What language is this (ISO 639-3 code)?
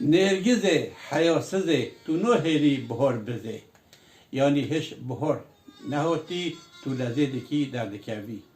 kur